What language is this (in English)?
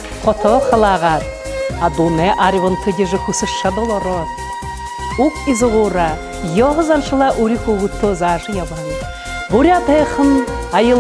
Buriat